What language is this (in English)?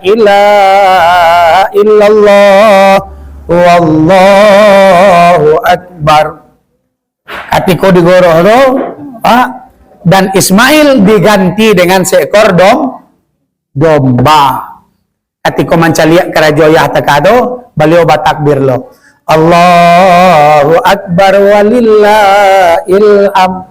Minangkabau